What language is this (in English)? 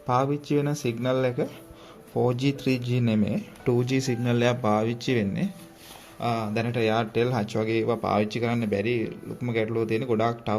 Sinhala